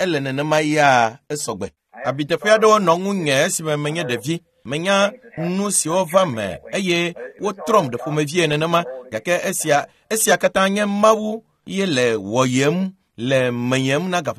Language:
Ewe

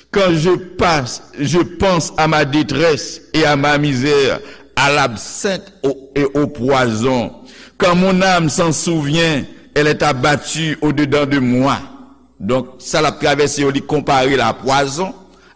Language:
Haitian Creole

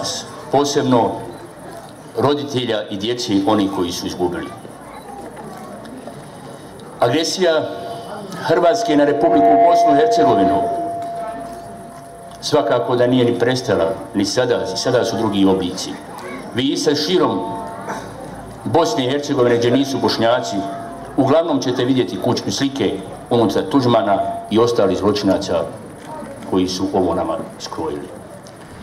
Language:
Bosnian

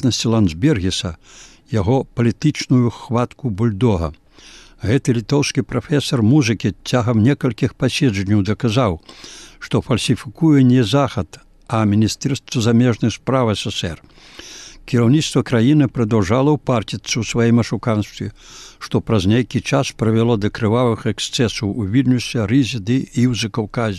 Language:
Belarusian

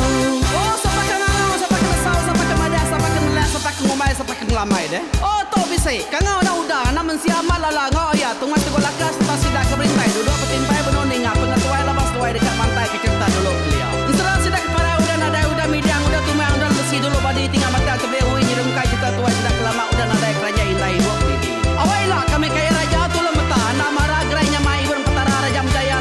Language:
Iban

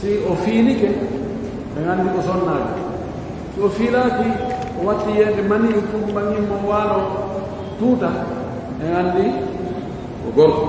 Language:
Pular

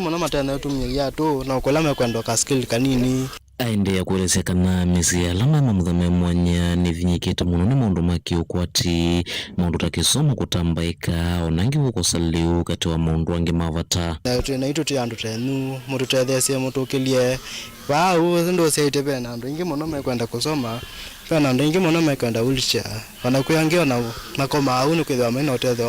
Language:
Kamba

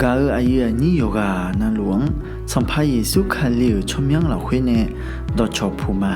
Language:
Akha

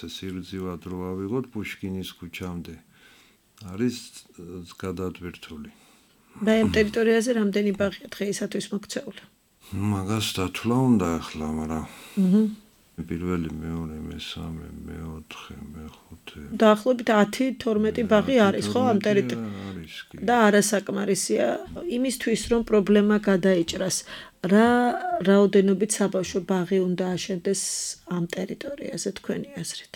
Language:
Georgian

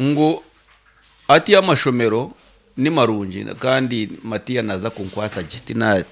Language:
Nyankole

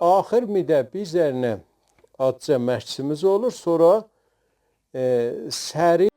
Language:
South Azerbaijani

